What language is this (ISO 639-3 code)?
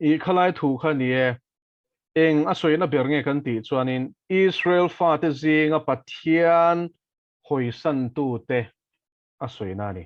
lus